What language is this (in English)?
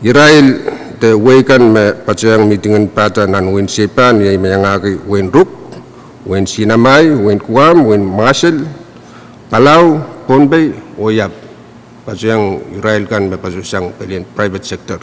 Pohnpeian